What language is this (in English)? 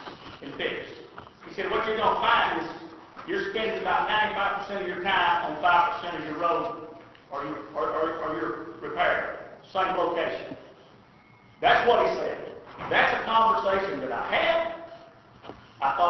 English